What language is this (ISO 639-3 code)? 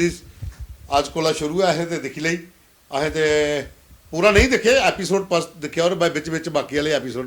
doi